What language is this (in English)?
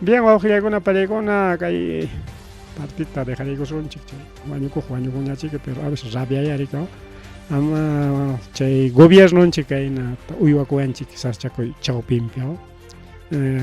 Ayacucho Quechua